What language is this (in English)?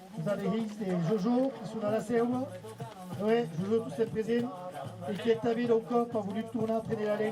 Occitan